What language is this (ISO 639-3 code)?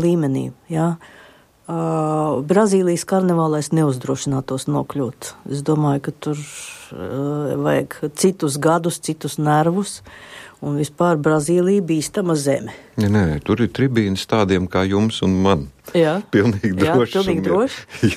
lav